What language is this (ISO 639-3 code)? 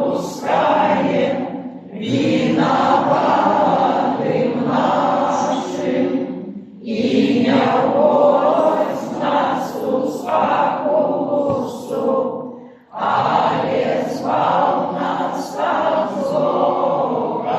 bel